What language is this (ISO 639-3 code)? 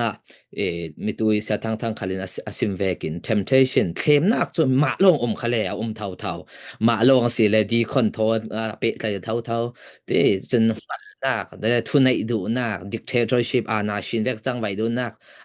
cfm